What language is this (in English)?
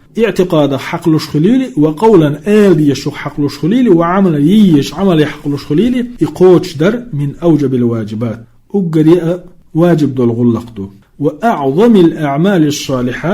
Chechen